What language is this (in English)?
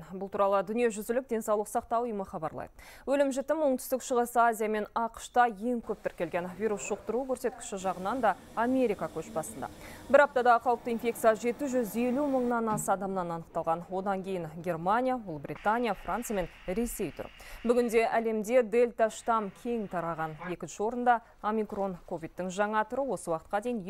Kazakh